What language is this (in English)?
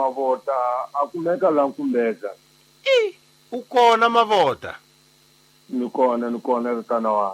Tsonga